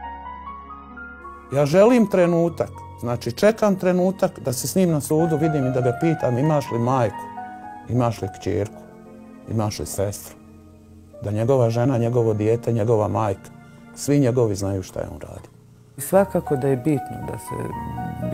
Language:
Bosnian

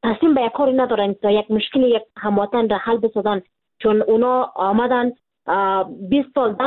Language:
Persian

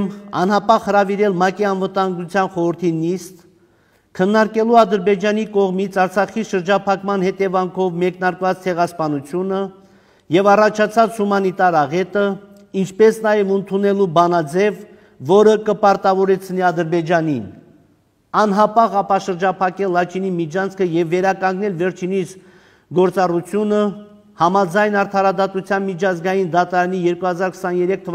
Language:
Armenian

